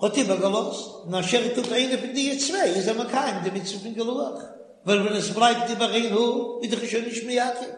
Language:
Yiddish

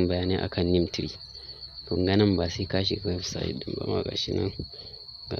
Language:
Hausa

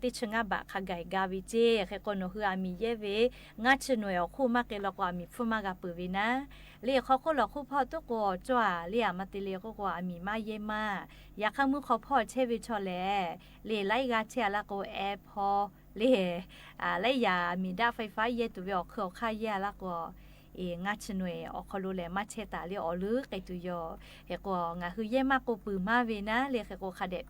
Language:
Lahu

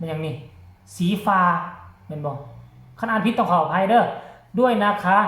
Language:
Northeastern Thai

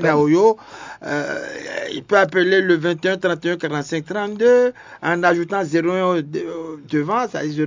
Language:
French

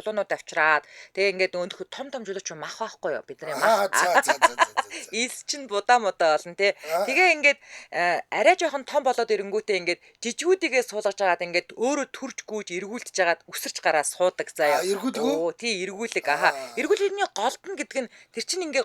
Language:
Mongolian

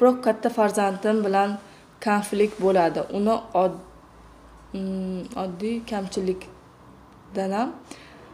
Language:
Uzbek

